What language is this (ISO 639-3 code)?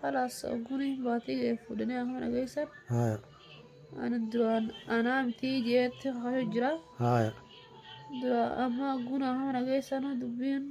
orm